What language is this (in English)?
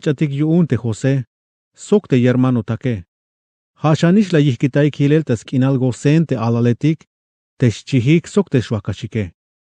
Tzeltal